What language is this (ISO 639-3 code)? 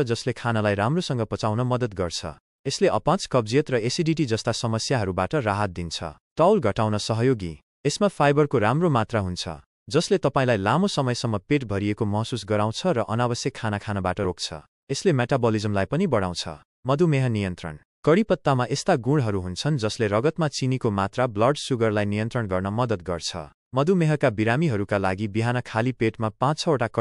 nep